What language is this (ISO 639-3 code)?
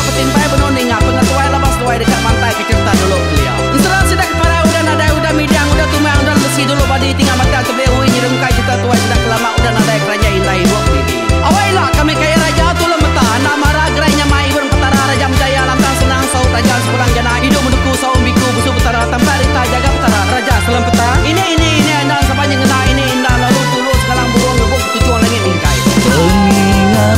iba